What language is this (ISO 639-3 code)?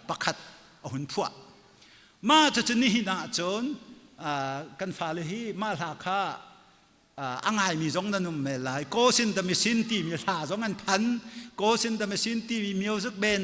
cnh